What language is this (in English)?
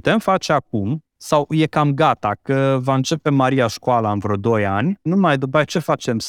Romanian